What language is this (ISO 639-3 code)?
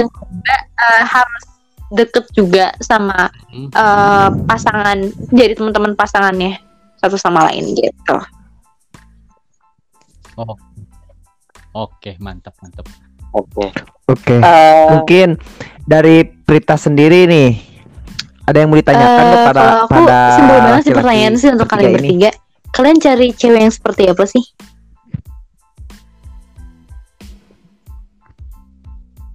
ind